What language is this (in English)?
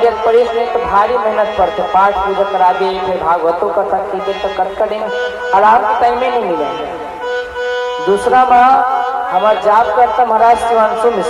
Chhattisgarhi